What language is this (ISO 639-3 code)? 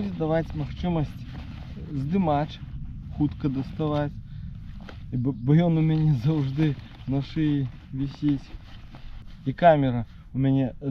bel